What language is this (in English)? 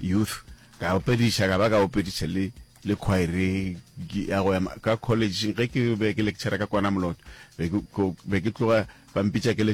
Northern Sotho